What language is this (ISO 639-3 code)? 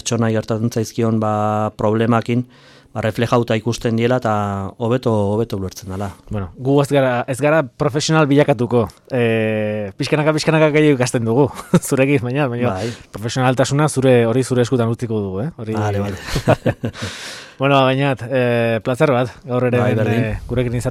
eus